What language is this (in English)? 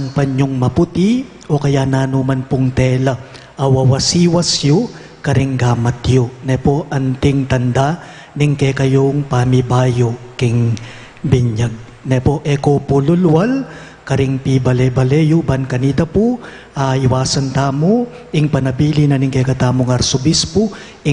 Pampanga